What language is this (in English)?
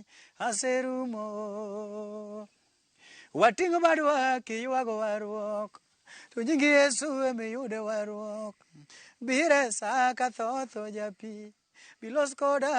Luo (Kenya and Tanzania)